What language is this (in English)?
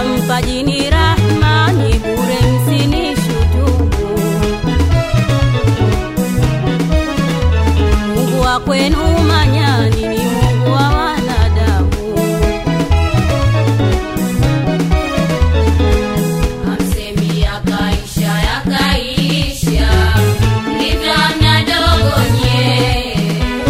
Swahili